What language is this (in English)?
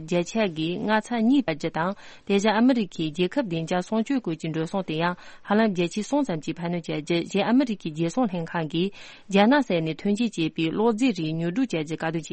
Tibetan